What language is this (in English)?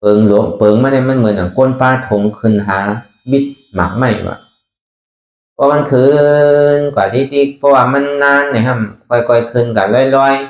Shan